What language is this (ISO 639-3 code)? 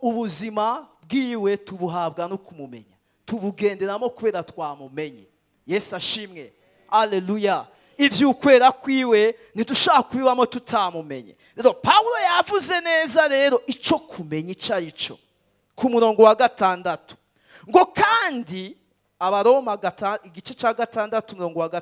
run